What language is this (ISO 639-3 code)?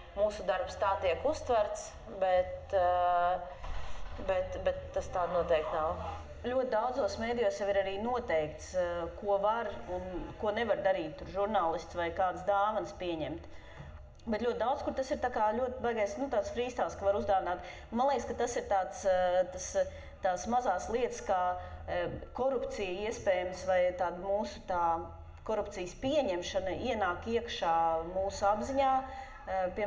lav